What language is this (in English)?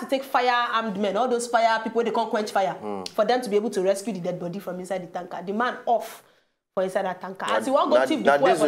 Nigerian Pidgin